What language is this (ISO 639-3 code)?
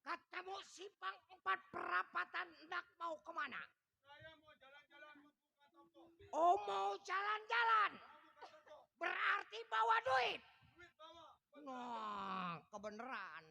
bew